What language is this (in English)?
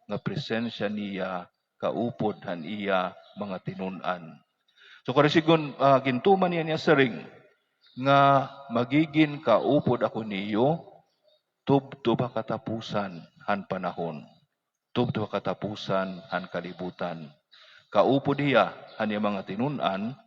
Waray